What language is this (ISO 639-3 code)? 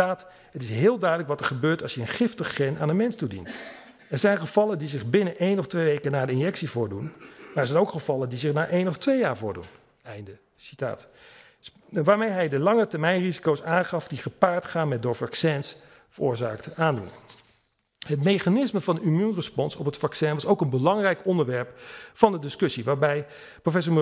nld